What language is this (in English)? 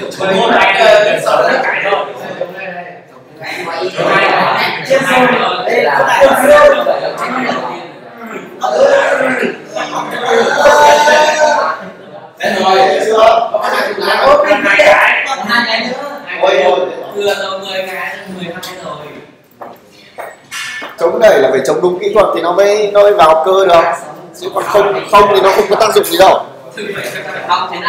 Vietnamese